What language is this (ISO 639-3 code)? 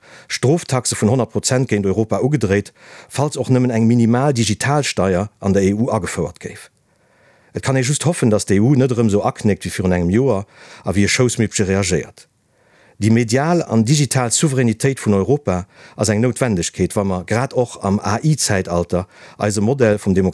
ltz